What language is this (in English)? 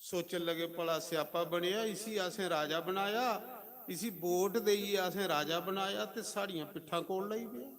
Dogri